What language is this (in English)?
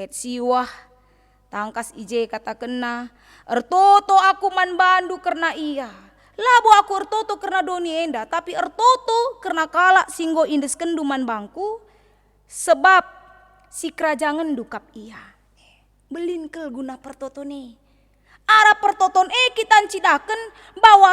Batak Karo